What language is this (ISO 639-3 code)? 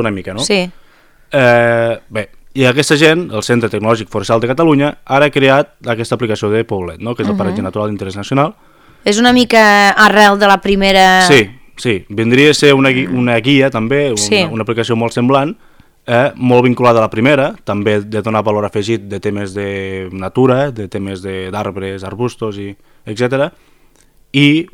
cat